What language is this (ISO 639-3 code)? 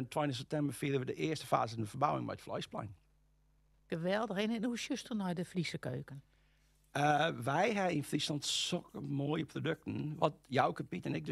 fry